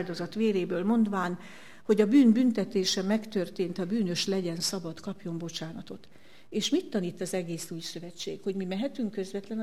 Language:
Hungarian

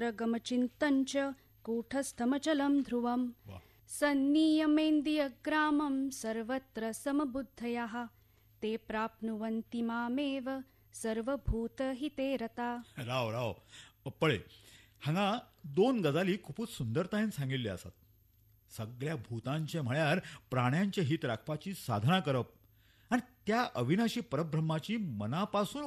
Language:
Konkani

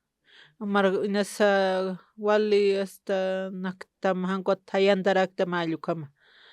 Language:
Aymara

